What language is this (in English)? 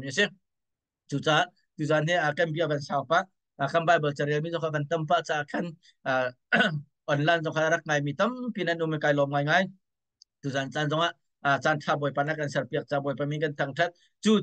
Hakha Chin